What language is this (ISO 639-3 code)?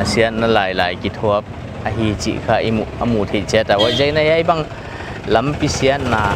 pck